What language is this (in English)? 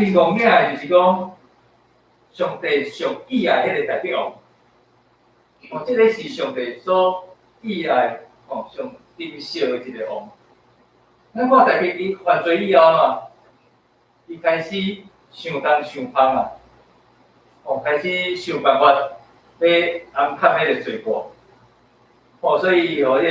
Min Nan Chinese